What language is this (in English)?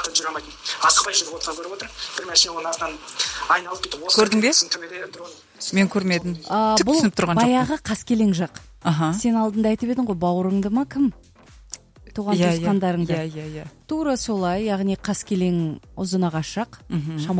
Kazakh